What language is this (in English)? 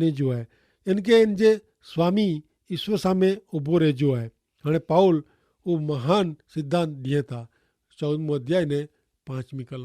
Kachhi